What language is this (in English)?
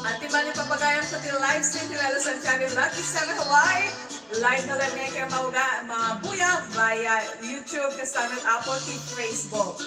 Iloko